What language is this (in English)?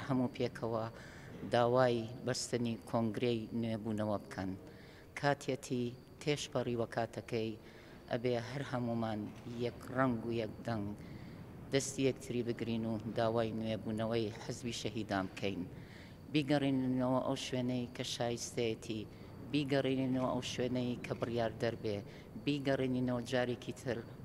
Central Kurdish